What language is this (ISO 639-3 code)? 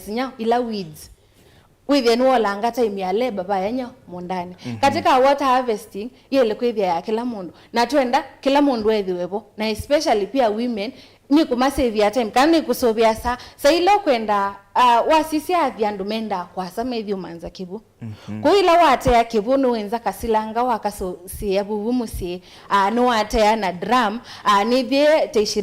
kam